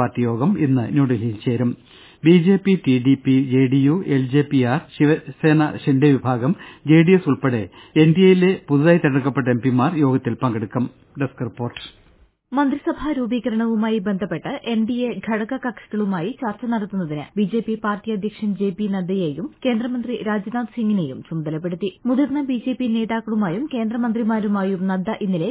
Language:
Malayalam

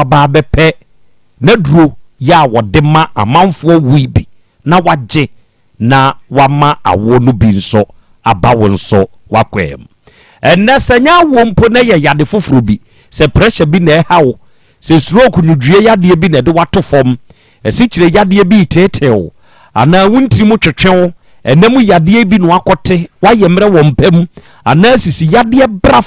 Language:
Akan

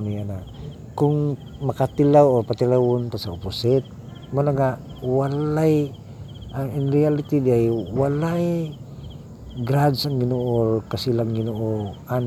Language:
Cebuano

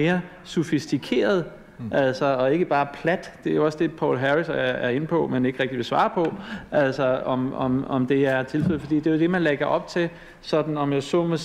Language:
Danish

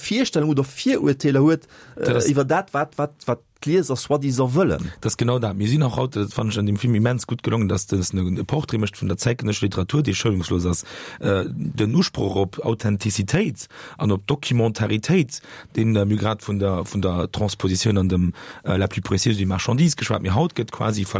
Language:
Luxembourgish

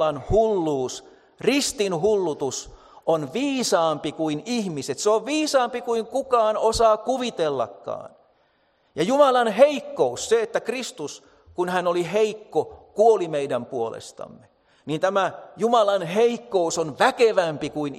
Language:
Finnish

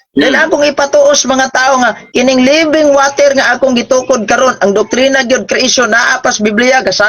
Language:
Cebuano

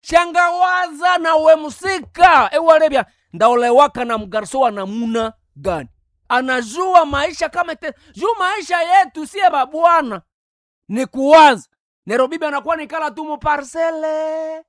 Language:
Nande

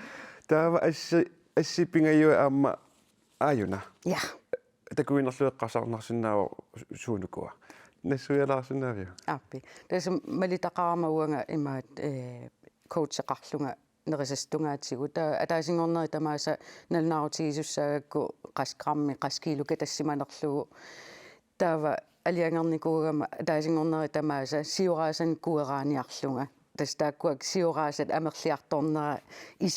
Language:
Kalaallisut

